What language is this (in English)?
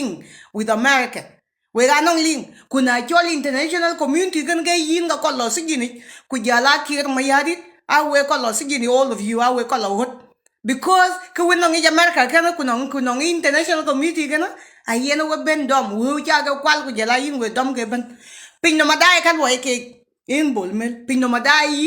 Nuer